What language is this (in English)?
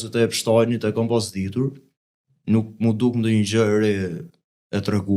Albanian